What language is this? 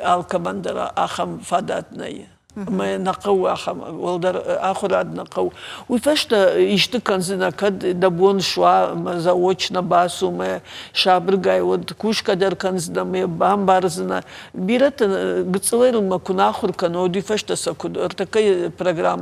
Ossetic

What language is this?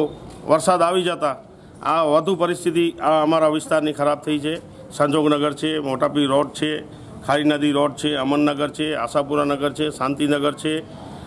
Gujarati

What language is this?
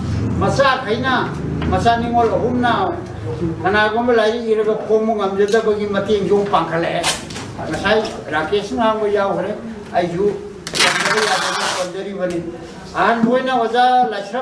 Manipuri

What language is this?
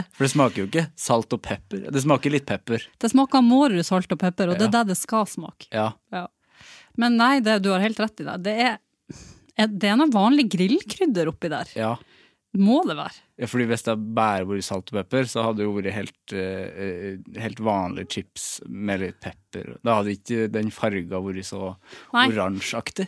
Norwegian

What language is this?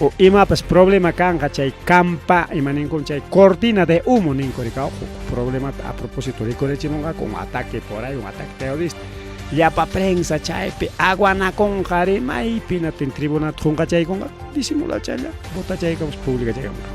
Ayacucho Quechua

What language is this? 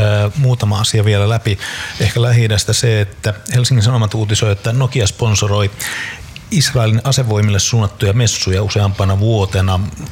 Finnish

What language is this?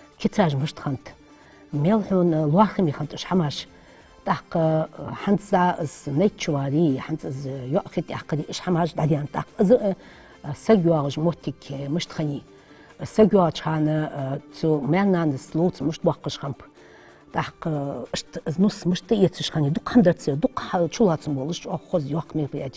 Ingush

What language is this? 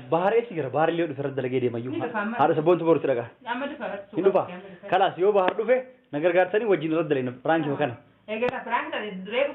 Oromo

